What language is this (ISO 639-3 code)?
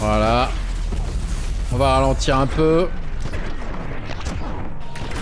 fra